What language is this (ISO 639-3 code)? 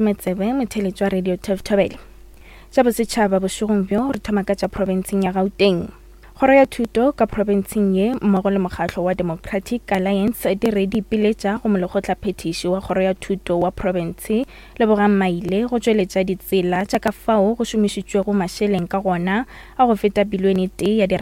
nso